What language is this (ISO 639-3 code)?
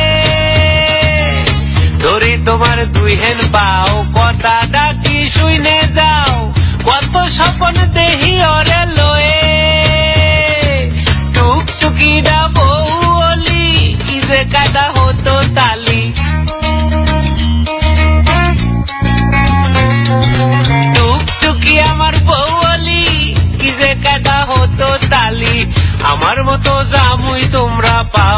ben